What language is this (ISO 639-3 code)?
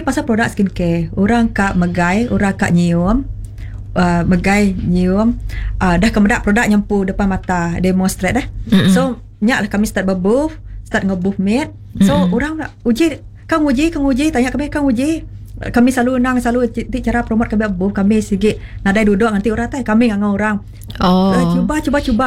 iba